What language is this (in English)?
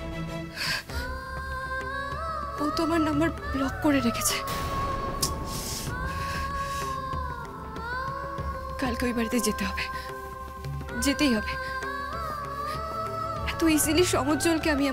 Bangla